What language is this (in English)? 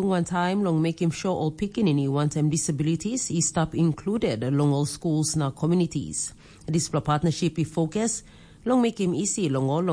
Tok Pisin